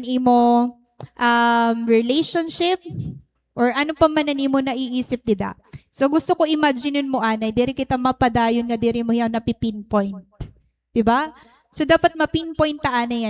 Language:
Waray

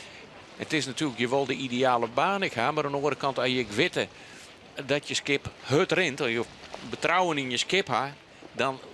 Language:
Western Frisian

